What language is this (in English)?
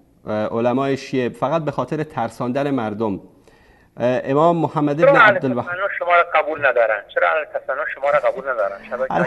Persian